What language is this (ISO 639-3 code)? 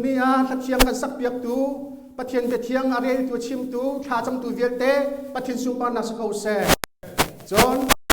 cnh